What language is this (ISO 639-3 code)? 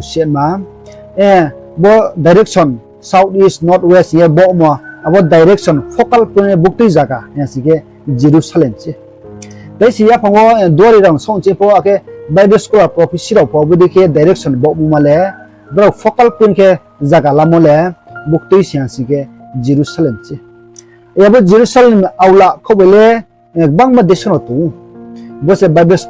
ria